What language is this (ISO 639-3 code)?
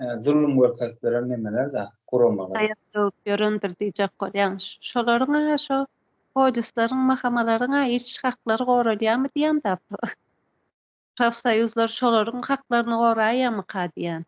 tuk